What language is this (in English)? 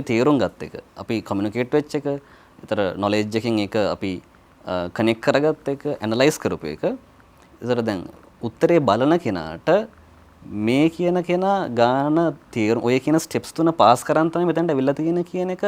Sinhala